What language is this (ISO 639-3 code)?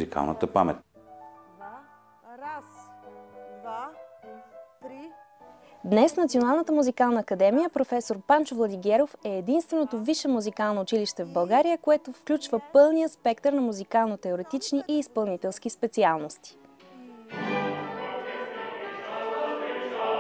bul